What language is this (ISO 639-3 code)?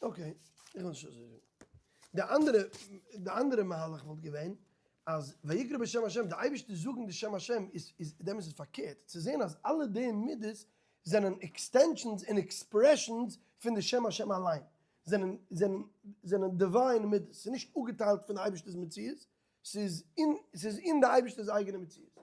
yid